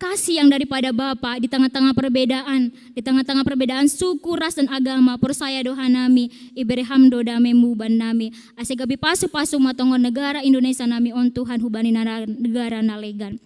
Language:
Batak Simalungun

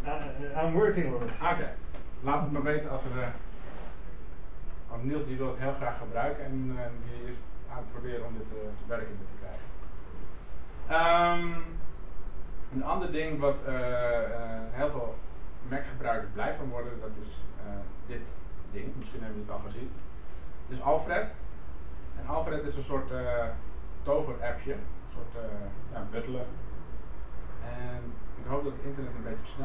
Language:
Dutch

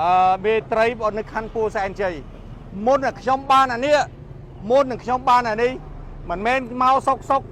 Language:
Khmer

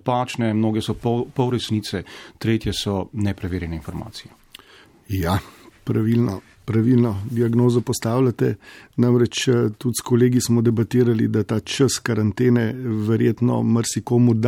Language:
Slovenian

